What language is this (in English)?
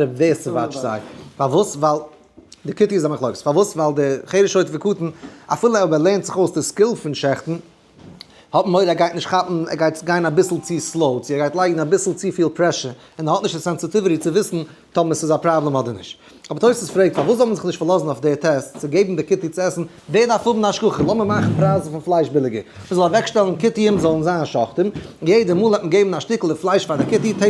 Yiddish